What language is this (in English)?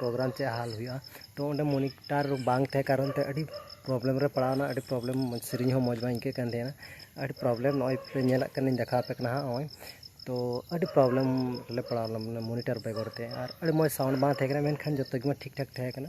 Santali